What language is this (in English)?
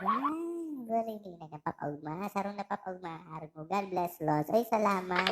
Bikol